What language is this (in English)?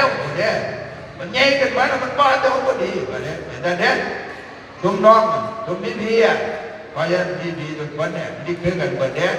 Northeastern Thai